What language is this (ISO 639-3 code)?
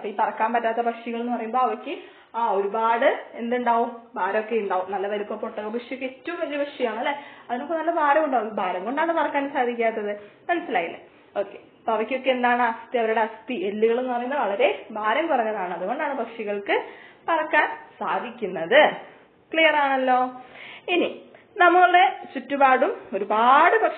mal